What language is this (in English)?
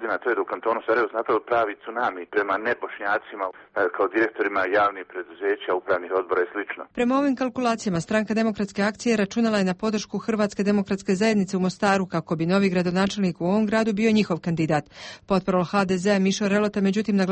Bosnian